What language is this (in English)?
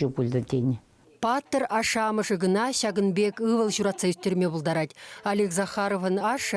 Chuvash